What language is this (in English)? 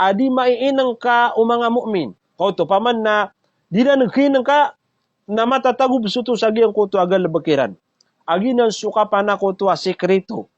Maranao